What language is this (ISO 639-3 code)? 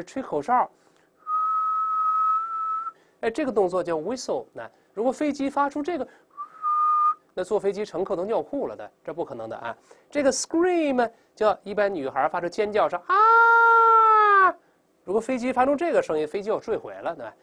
zho